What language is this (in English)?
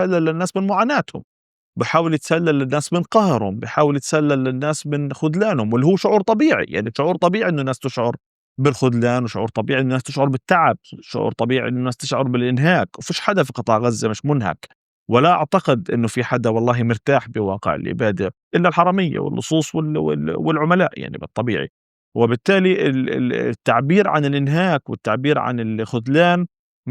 North Levantine Arabic